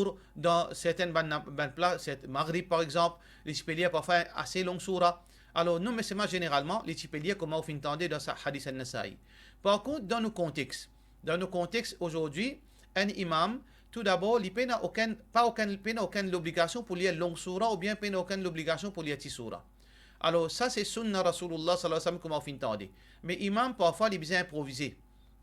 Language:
Morisyen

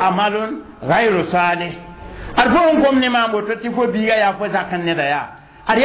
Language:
Mossi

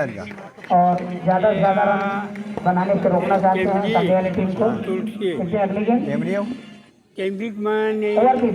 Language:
Chhattisgarhi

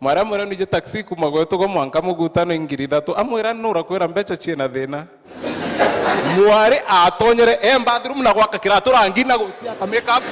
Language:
Meru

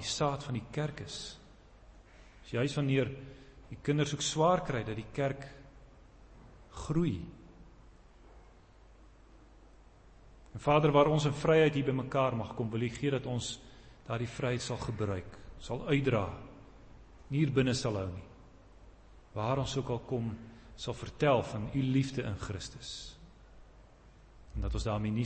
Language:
Afrikaans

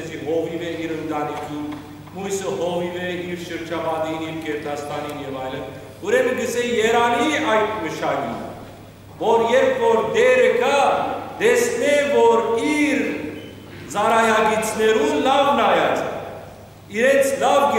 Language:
Western Armenian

